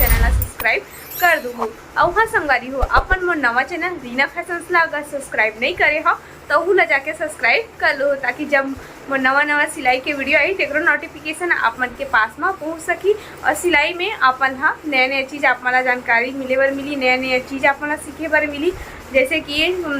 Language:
Chhattisgarhi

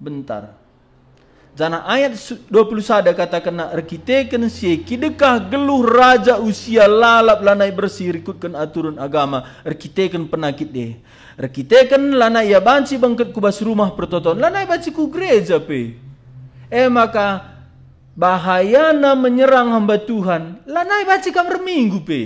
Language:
Batak Karo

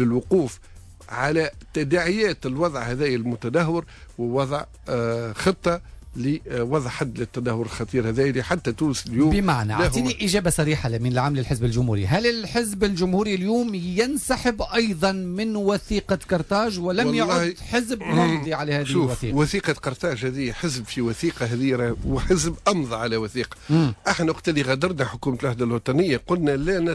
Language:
Tunisian Arabic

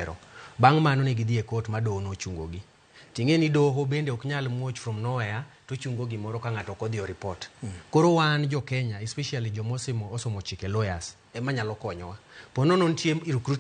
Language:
Luo (Kenya and Tanzania)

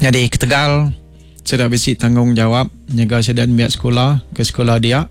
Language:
Iban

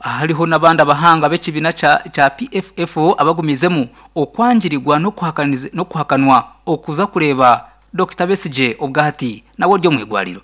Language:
Nyankole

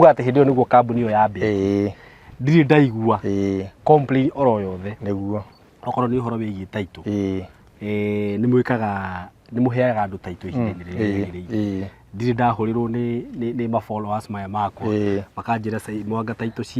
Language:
Kikuyu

